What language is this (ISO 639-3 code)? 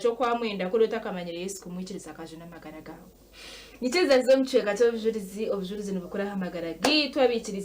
nyn